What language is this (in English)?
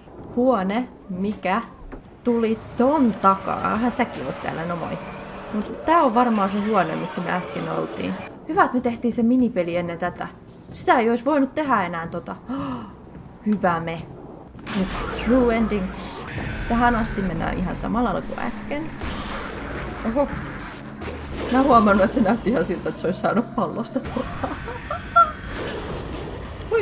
Finnish